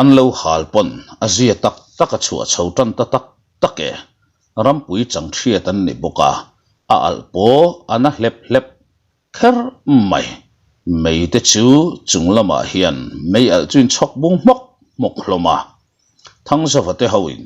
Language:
Mizo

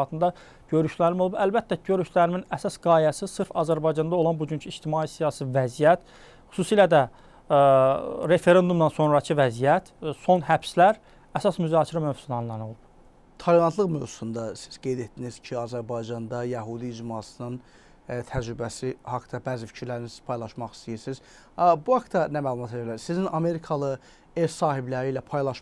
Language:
Azerbaijani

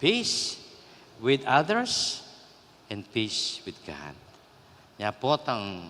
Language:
Pampanga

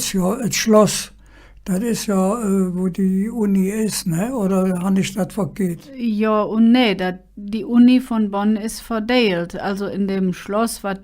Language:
Colognian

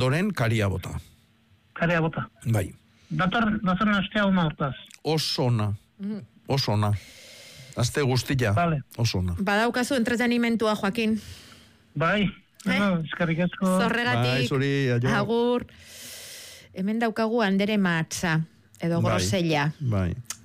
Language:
Basque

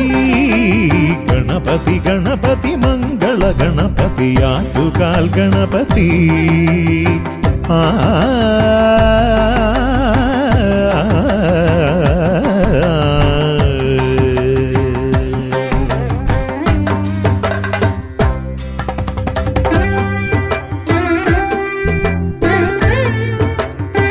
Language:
Malayalam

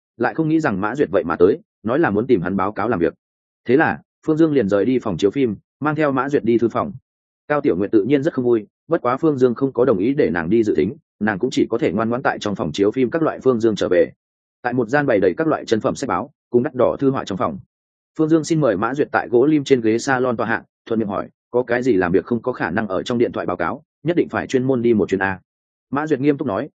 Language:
Vietnamese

